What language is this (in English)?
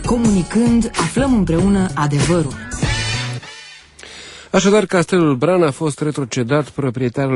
Romanian